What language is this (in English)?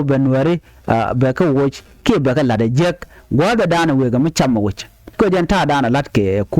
Nuer